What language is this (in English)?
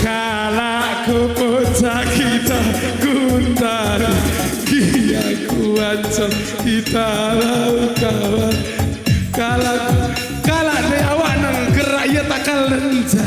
Batak Karo